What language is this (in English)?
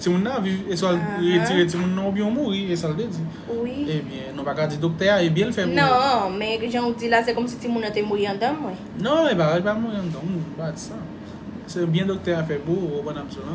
Haitian Creole